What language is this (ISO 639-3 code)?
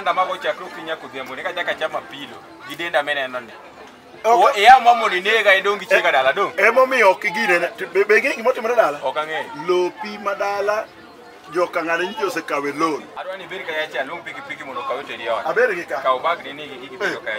luo